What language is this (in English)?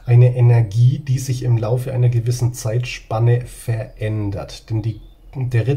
German